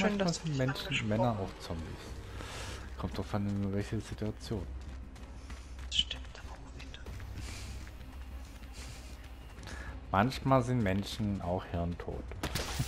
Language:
German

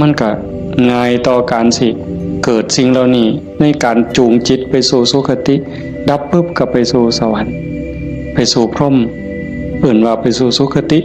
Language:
Northeastern Thai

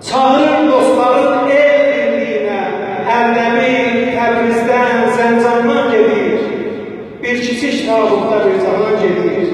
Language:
South Azerbaijani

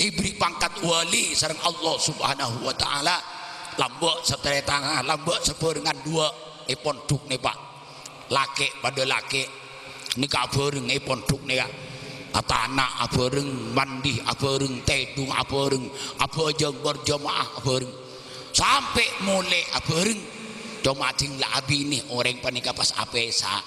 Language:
Madurese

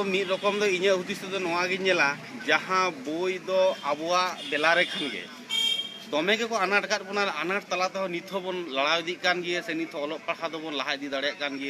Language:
Santali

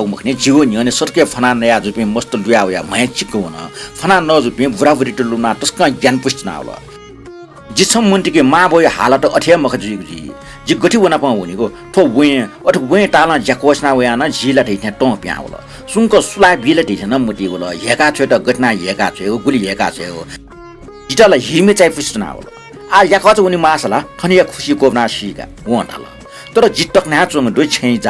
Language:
Newari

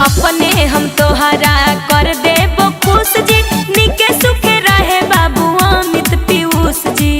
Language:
Magahi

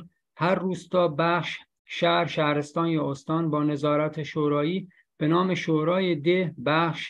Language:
Persian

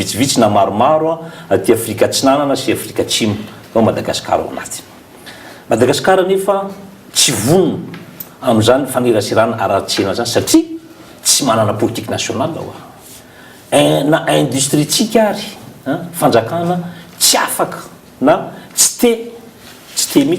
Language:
Malagasy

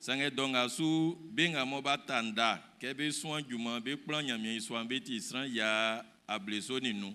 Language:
Baoulé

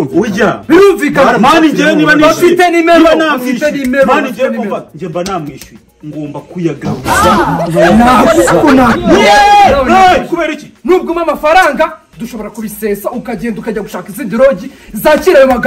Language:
Kinyarwanda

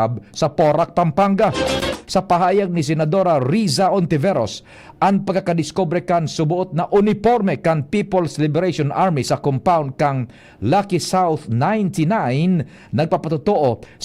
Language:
Bikol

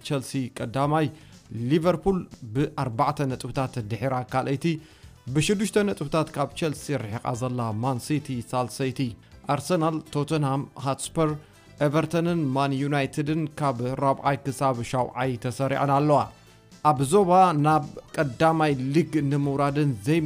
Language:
Tigrinya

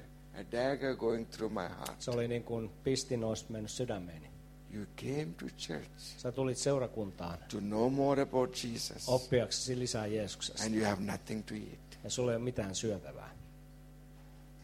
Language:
Finnish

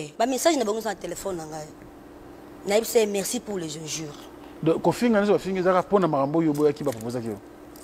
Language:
Lingala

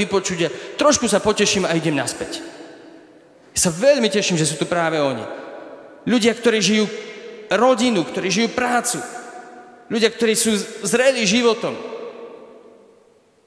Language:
Slovak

